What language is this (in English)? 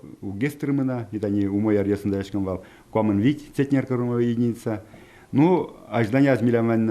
Udmurt